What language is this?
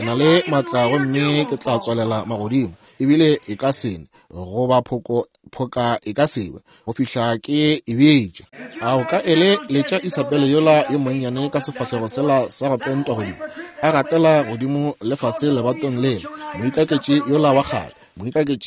Northern Sotho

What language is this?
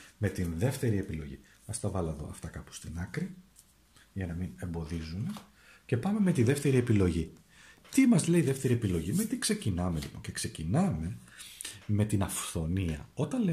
Greek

